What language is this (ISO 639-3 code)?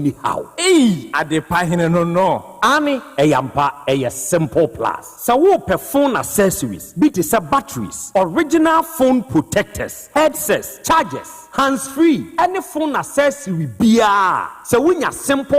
aka